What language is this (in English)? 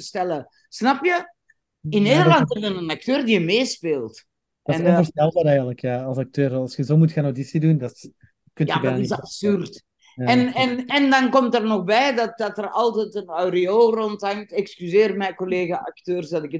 Dutch